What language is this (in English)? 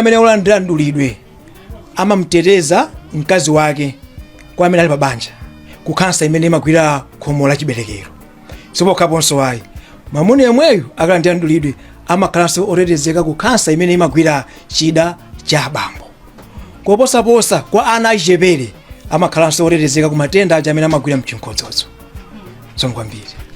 Nyanja